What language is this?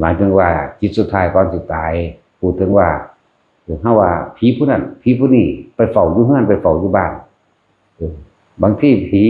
Northeastern Thai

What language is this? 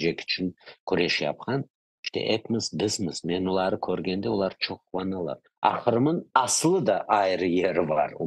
Crimean Tatar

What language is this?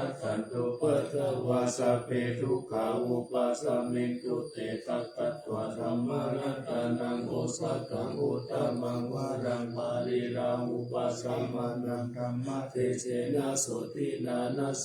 Pali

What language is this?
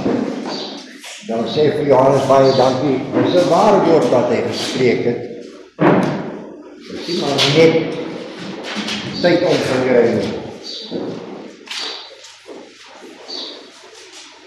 Afrikaans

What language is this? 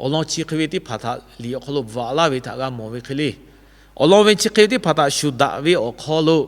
Lahu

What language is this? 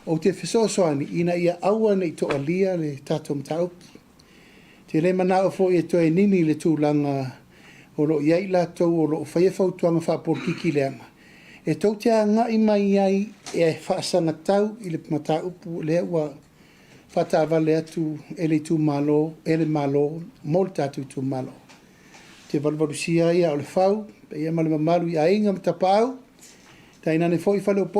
Samoan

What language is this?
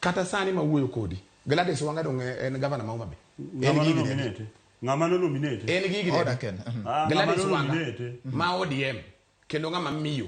Luo (Kenya and Tanzania)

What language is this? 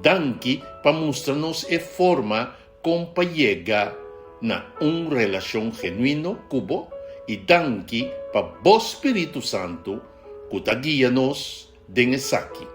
Papiamento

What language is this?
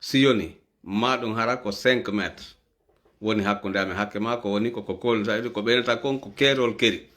Fula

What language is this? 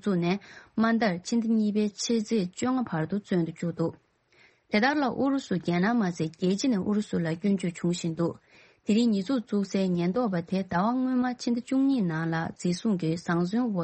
Tibetan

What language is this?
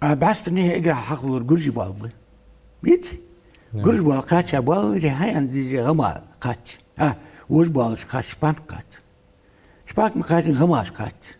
Ingush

